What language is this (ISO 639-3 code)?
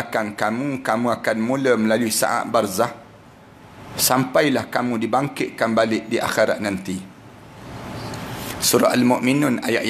msa